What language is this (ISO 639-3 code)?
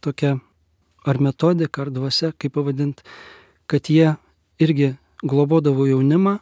lit